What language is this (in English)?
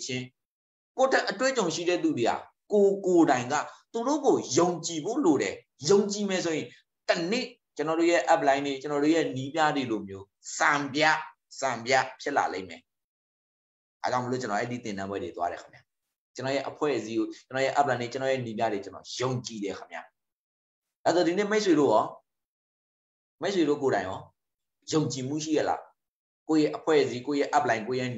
Burmese